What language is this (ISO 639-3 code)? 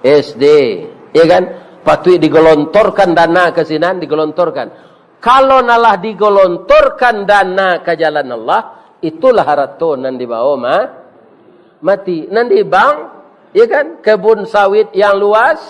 min